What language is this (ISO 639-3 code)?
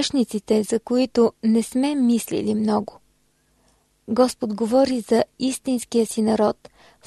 bul